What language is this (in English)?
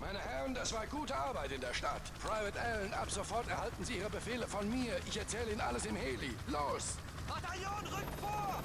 Swiss German